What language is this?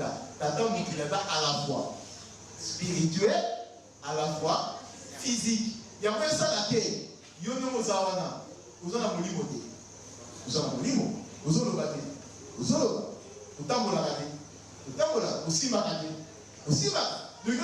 Lingala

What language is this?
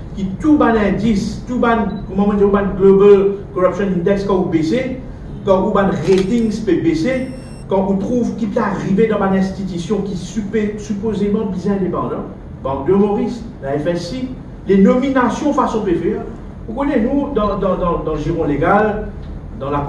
Morisyen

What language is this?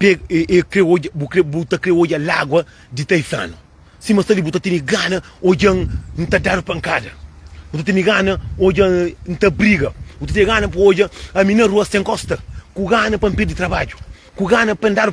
Kabuverdianu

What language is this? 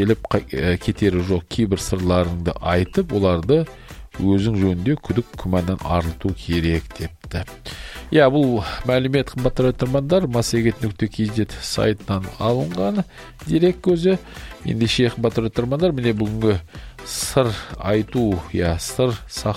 Kazakh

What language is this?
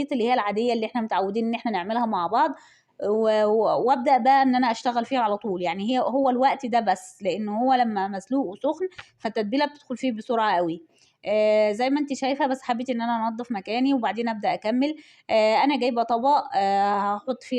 Egyptian Arabic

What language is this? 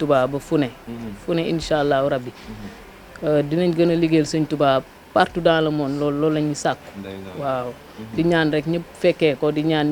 Wolof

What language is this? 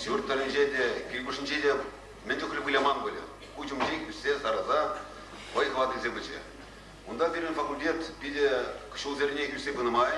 Chuvash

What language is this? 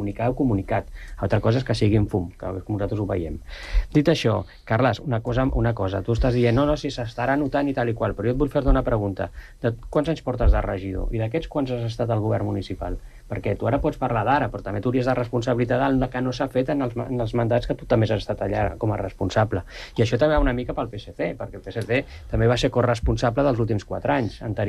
Catalan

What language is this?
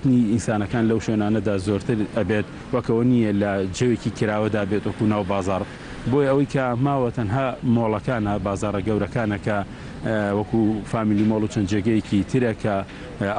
Central Kurdish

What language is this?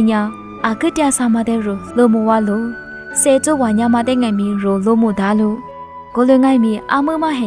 Lisu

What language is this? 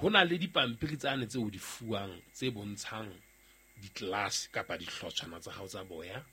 Southern Sotho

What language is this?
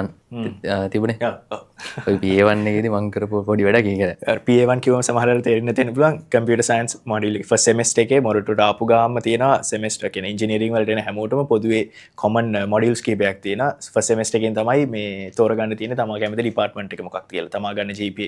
Sinhala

